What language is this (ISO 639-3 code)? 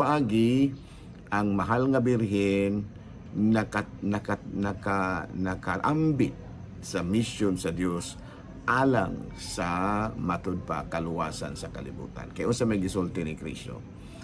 ceb